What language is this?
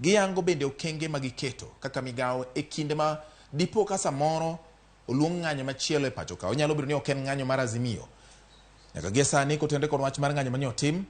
Luo (Kenya and Tanzania)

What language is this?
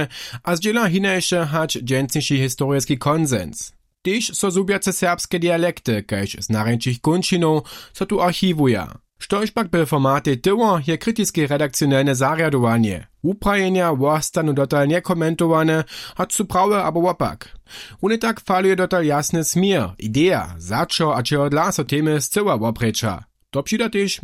Upper Sorbian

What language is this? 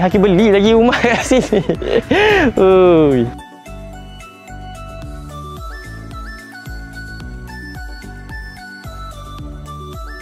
Malay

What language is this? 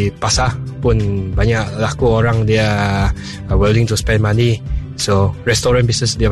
Iban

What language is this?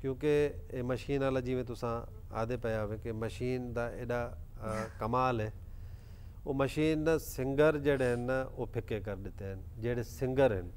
Saraiki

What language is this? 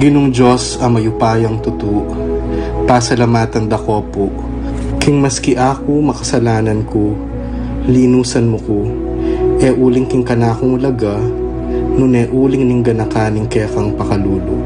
Pampanga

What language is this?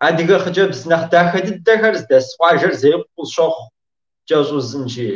Kabardian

